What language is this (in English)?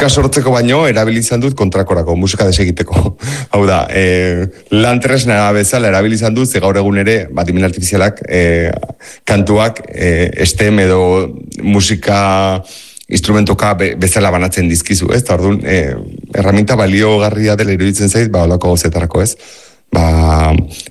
Basque